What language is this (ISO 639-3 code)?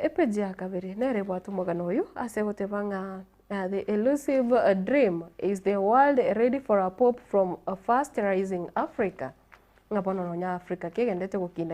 guz